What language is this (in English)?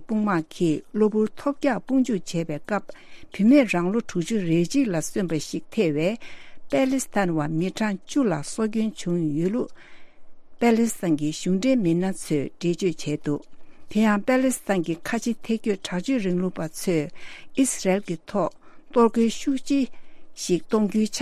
Tibetan